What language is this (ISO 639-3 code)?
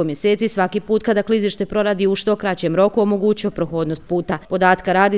bos